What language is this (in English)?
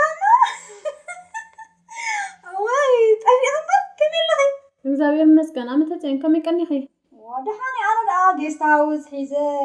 Tigrinya